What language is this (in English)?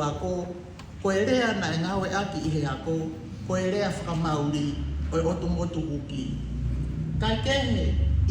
Tongan